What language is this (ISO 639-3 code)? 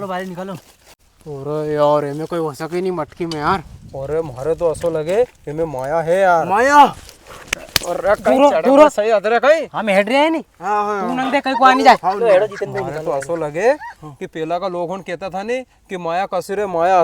raj